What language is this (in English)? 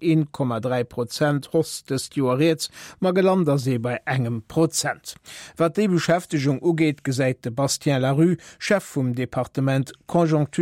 Luxembourgish